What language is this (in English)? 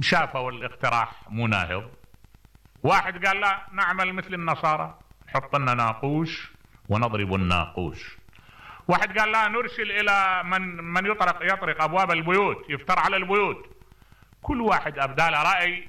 Mesopotamian Arabic